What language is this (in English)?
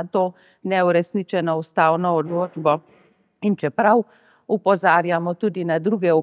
Slovenian